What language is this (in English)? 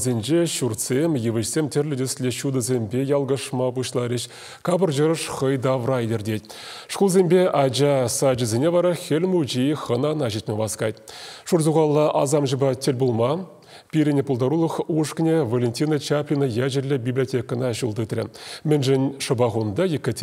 Chuvash